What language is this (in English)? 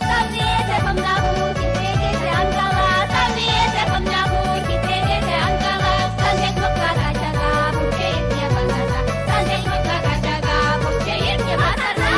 Chuvash